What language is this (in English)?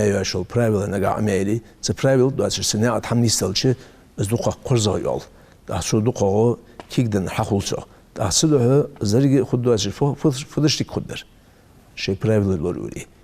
Ingush